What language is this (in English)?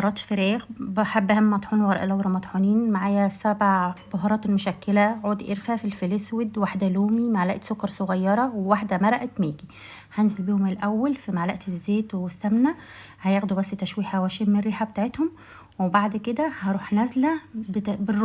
Egyptian Arabic